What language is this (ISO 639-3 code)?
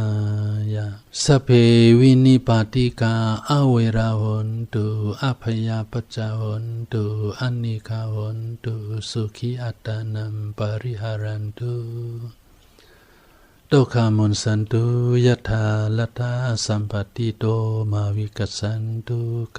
shn